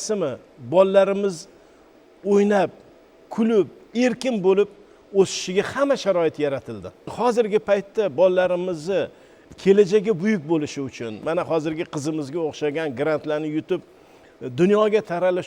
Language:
Uzbek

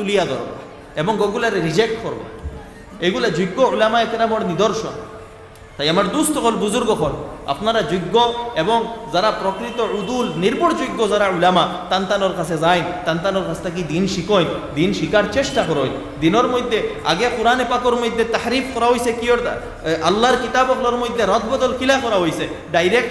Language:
Sylheti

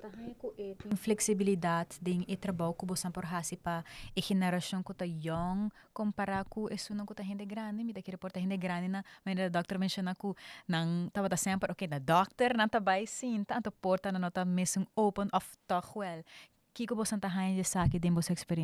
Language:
Papiamento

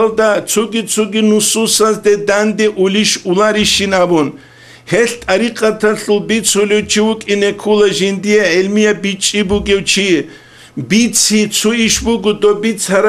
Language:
Avaric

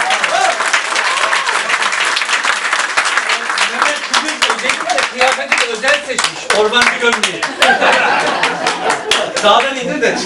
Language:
Turkish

